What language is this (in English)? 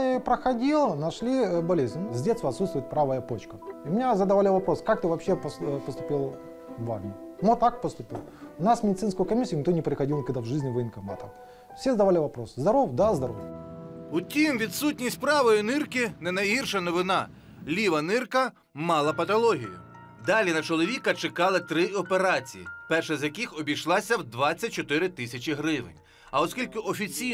Ukrainian